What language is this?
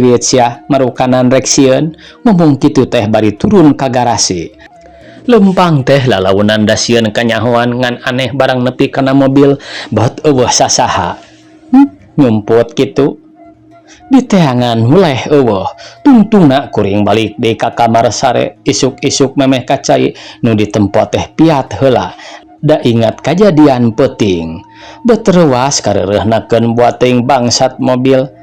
Sundanese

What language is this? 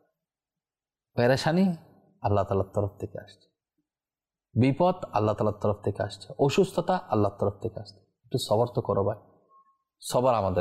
Bangla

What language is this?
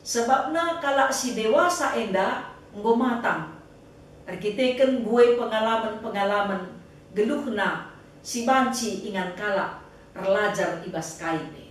Batak Karo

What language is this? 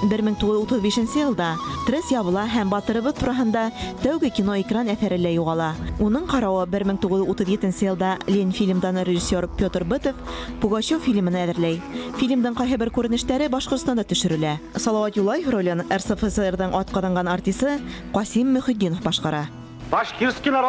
Bashkir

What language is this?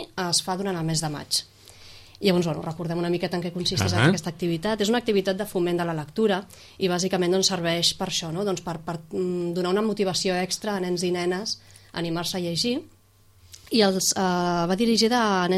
Catalan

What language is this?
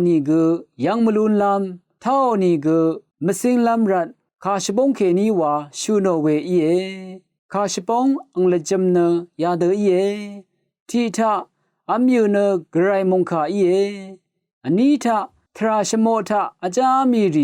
Rawang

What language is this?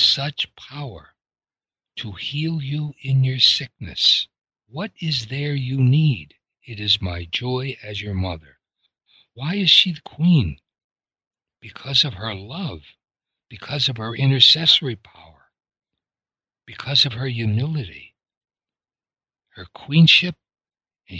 English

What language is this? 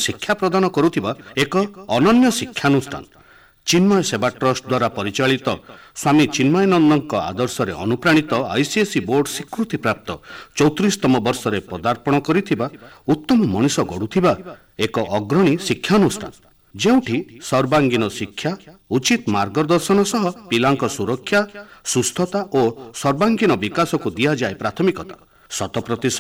Odia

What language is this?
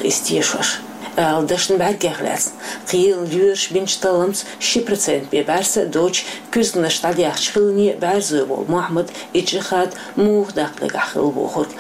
Chechen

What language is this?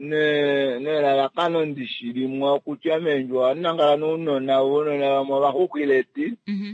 Kuanyama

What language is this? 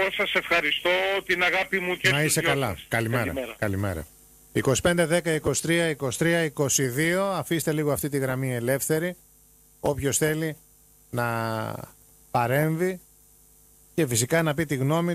Greek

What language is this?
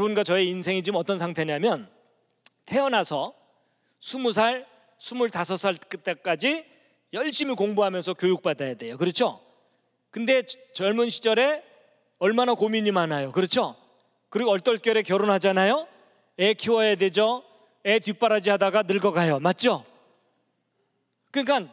Korean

